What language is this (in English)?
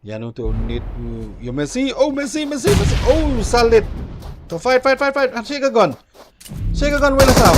Khasi